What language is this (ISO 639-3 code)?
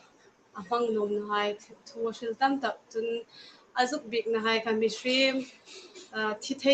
hmr